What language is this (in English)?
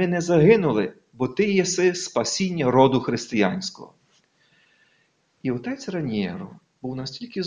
Ukrainian